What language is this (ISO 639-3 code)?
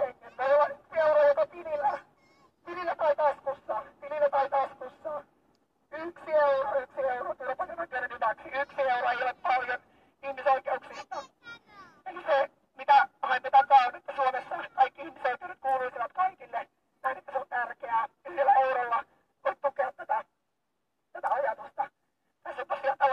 fin